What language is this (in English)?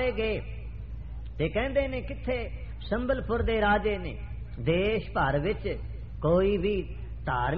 Punjabi